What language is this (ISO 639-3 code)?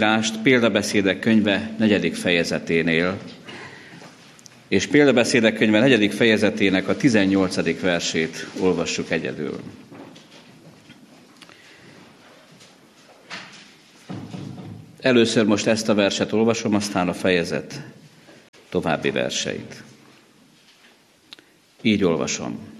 hun